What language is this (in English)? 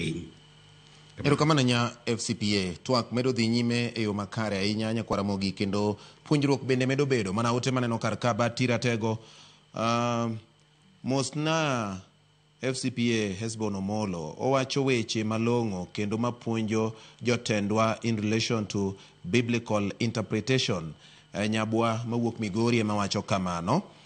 Luo (Kenya and Tanzania)